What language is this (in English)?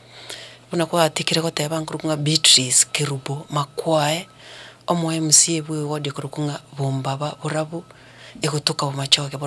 Gusii